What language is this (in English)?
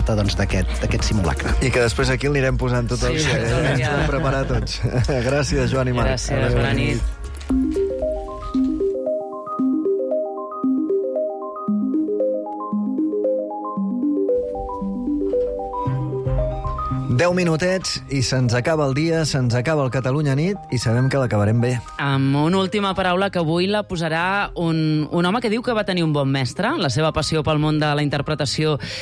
Catalan